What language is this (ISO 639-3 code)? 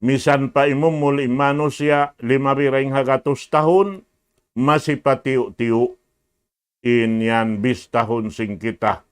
tsg